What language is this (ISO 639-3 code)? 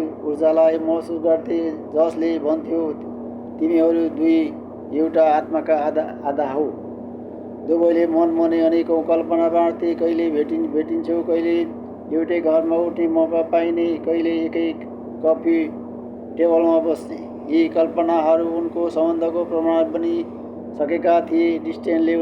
nep